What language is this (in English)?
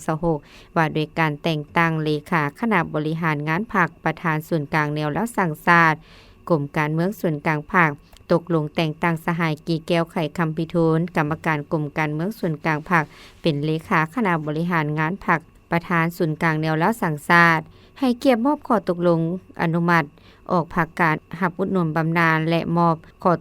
Lao